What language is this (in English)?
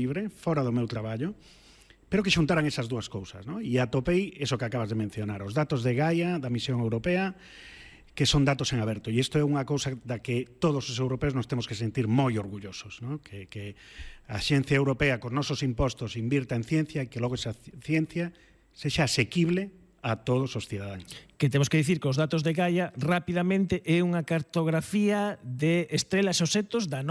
Galician